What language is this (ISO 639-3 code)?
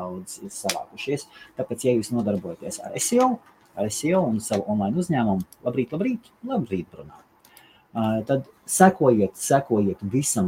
lav